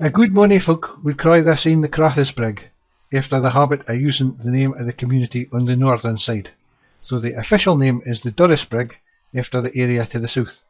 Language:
Scots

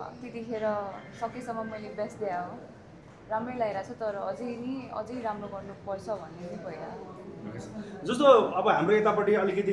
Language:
Nepali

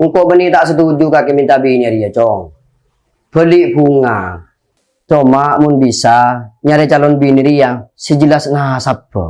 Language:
Madurese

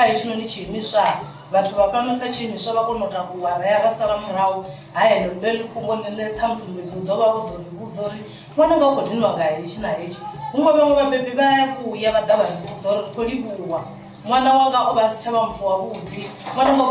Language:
Venda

